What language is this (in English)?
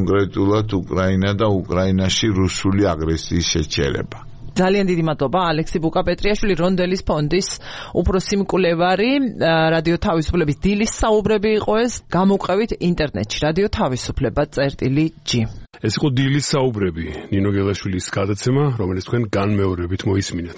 Georgian